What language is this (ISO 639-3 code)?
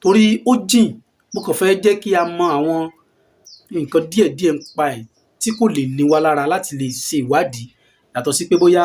yor